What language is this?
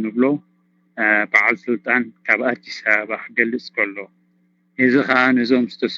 Tigrinya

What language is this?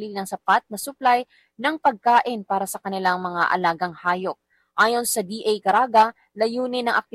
Filipino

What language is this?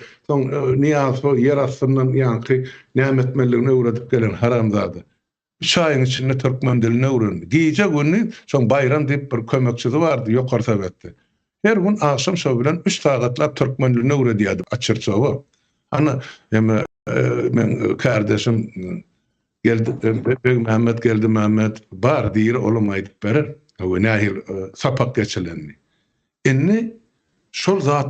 Turkmen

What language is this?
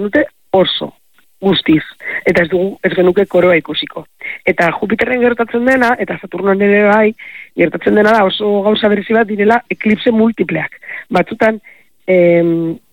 Basque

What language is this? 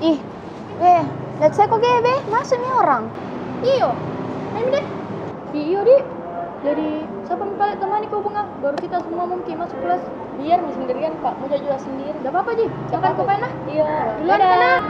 Makassar Malay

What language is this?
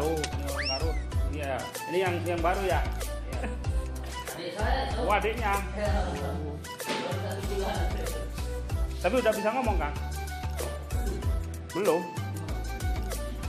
Indonesian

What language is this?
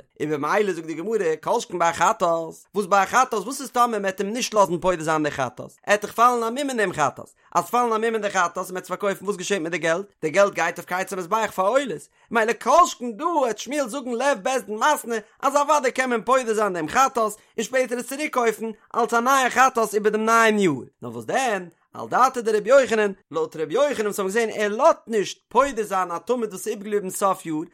Yiddish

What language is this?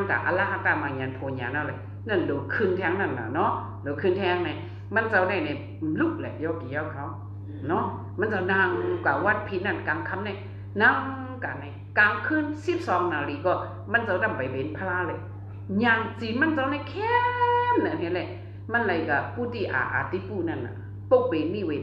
Shan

